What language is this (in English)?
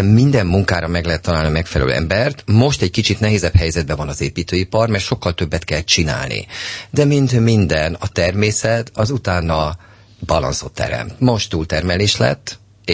Hungarian